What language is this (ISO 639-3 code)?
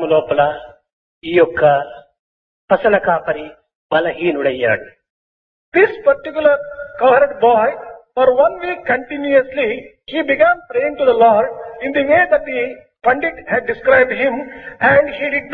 tel